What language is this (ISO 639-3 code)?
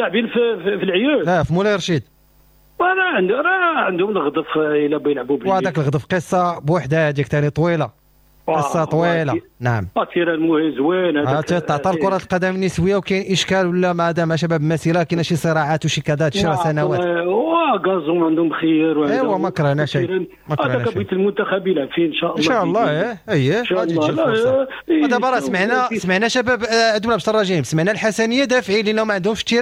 ary